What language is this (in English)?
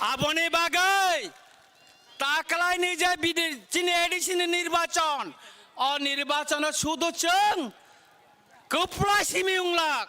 Kok Borok